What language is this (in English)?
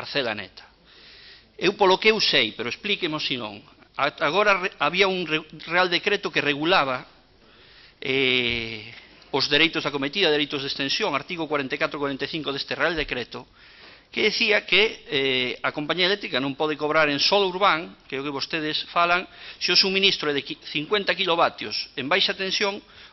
Galician